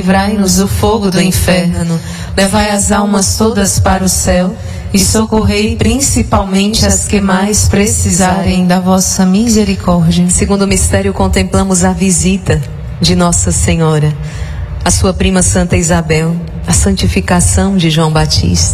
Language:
Portuguese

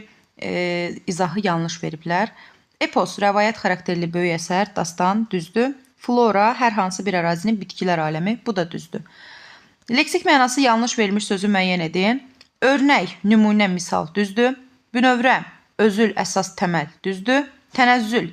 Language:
Azerbaijani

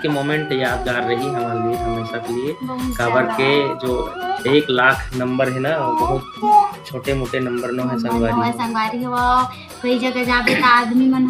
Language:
Chhattisgarhi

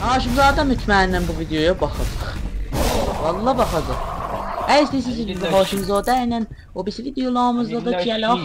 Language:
South Azerbaijani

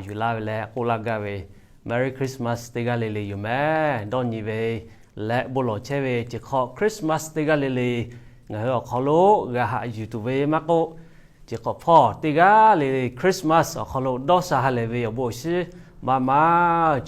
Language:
Lahu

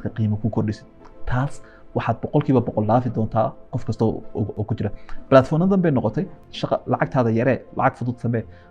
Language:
Somali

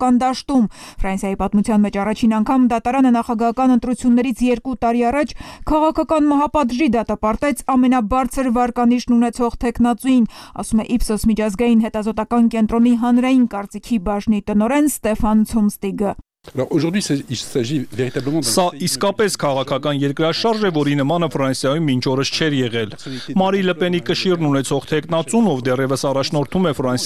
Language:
Armenian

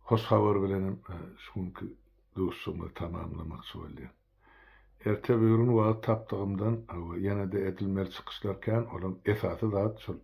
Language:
Turkmen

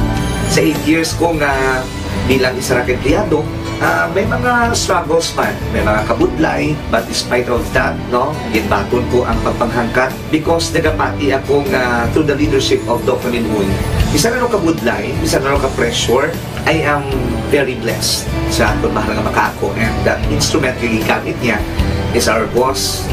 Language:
Hiligaynon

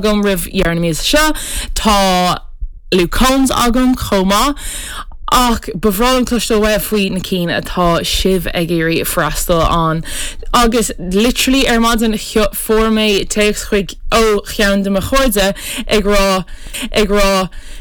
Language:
Irish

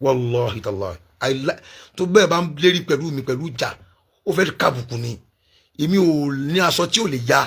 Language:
Yoruba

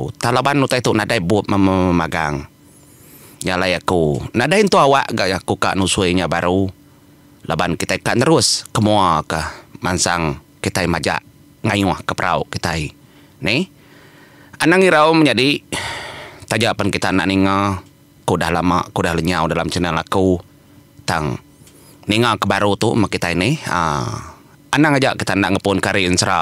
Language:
Iban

